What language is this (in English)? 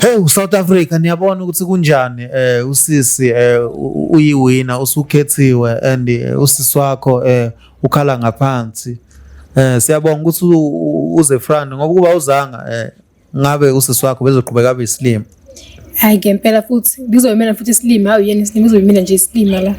Zulu